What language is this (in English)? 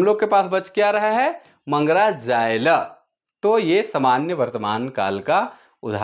Sadri